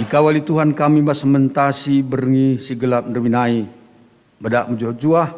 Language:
Batak Karo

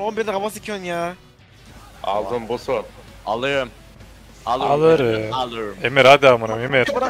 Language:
Turkish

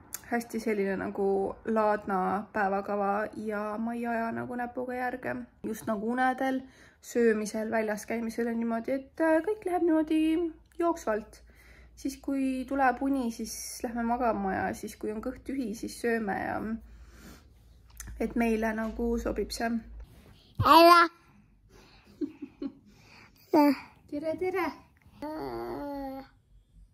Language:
Estonian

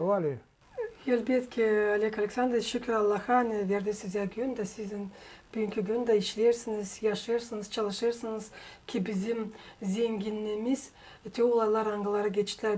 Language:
Gagauz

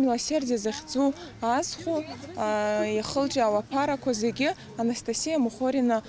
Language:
Abkhazian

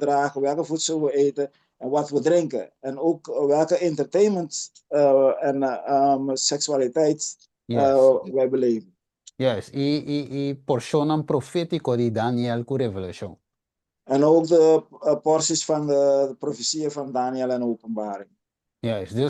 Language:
Papiamento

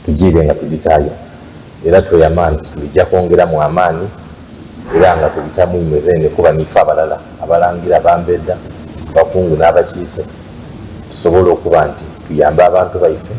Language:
Soga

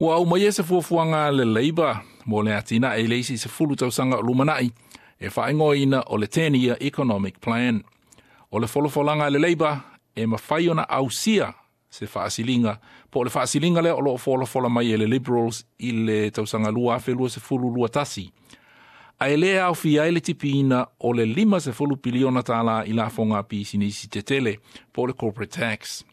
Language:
Samoan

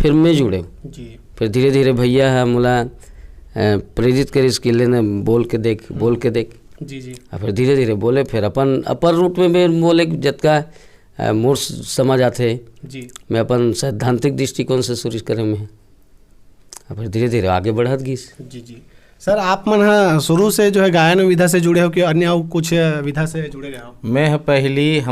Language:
Chhattisgarhi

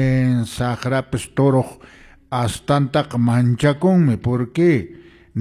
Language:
Quechua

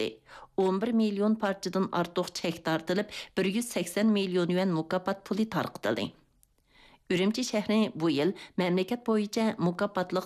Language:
Uyghur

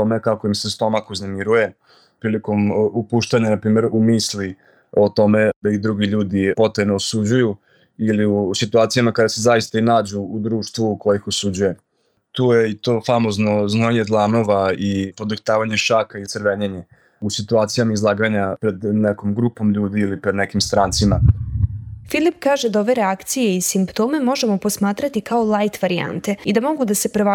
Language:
Serbian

